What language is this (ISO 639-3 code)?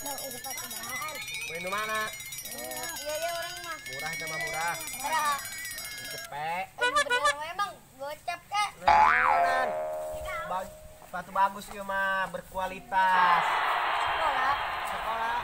bew